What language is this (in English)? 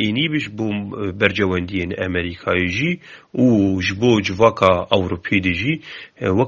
Kurdish